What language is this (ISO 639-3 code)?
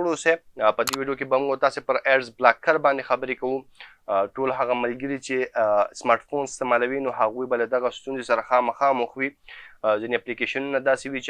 pus